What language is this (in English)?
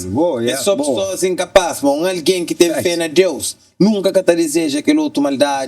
Kabuverdianu